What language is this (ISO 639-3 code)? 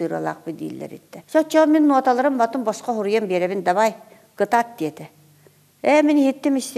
sah